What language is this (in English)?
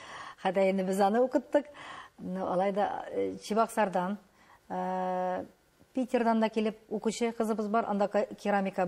Tatar